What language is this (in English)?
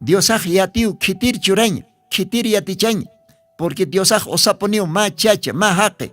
Aymara